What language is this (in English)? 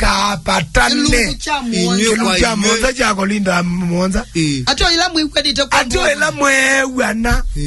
Kamba